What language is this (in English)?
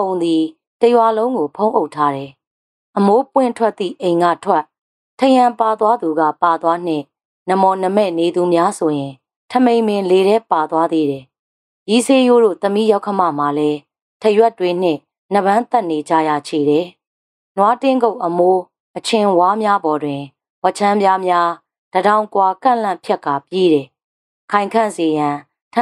Burmese